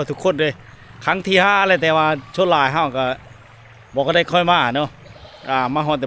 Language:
Lao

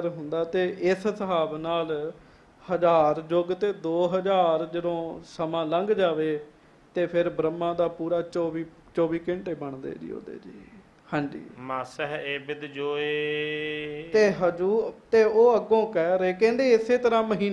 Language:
Punjabi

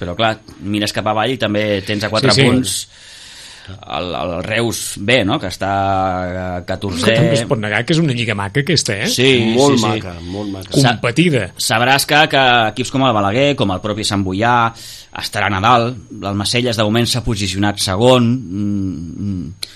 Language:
Catalan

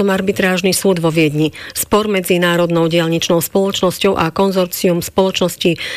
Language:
Slovak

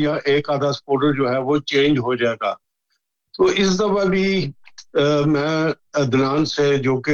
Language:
Urdu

